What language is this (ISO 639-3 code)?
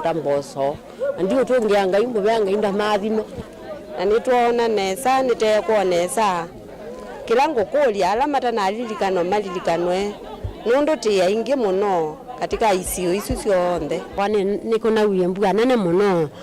kam